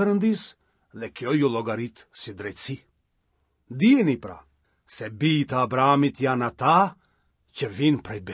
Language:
Albanian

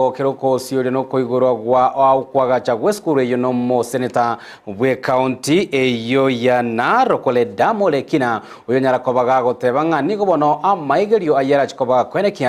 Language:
Gusii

